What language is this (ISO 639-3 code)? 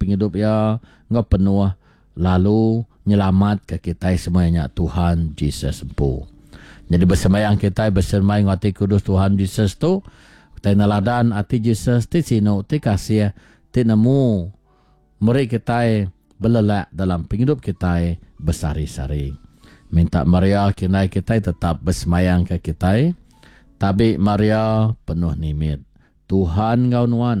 iba